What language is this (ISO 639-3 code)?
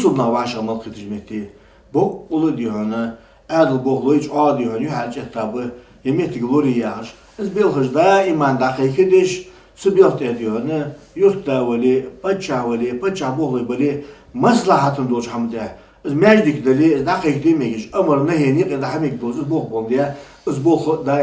inh